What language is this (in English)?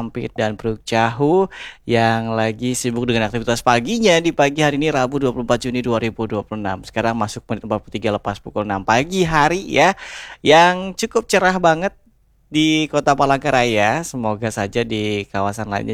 Indonesian